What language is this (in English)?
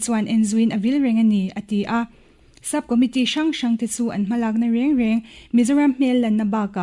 Mizo